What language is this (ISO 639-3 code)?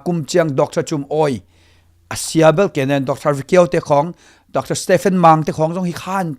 ctd